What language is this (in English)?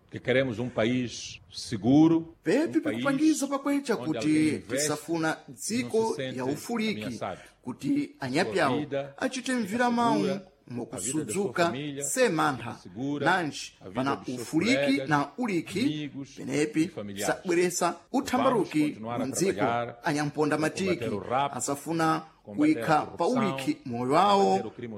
Sena